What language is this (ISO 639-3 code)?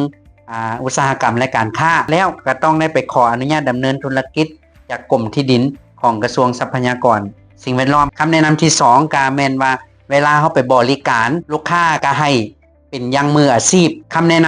lao